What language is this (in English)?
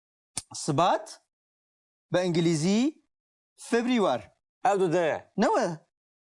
Kurdish